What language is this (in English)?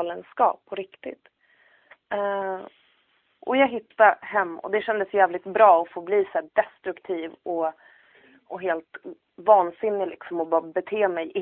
Swedish